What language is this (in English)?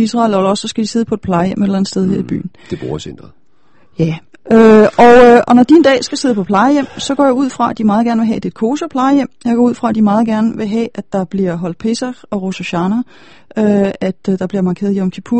Danish